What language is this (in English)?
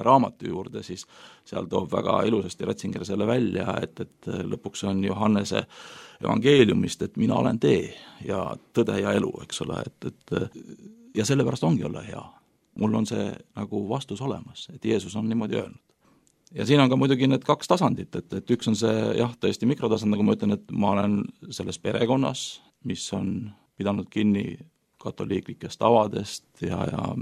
Estonian